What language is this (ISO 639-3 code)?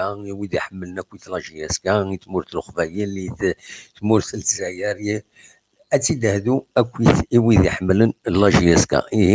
kab